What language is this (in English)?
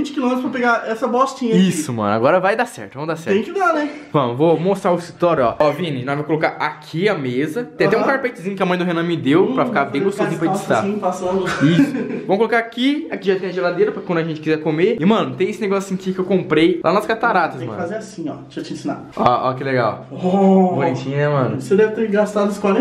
Portuguese